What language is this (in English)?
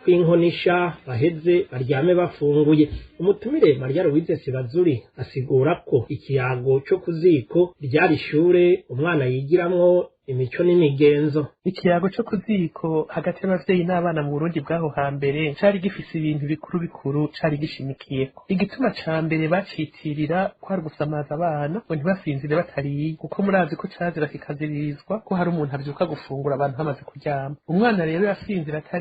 Rundi